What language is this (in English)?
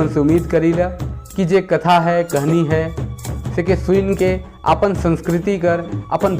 Sadri